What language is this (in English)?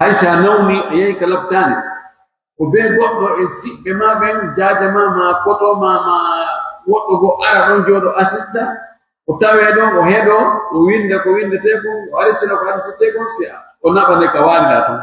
Pular